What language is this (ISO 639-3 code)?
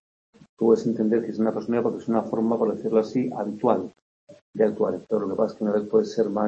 spa